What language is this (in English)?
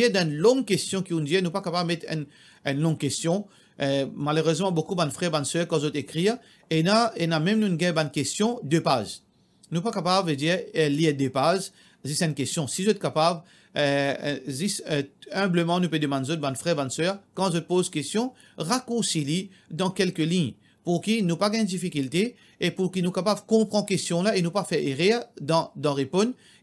Morisyen